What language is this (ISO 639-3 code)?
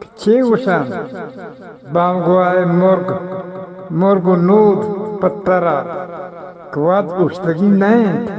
bgp